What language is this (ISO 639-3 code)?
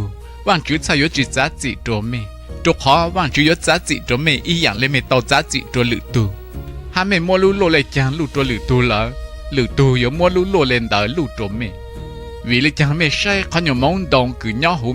hmn